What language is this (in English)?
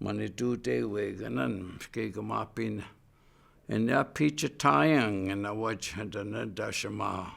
Chippewa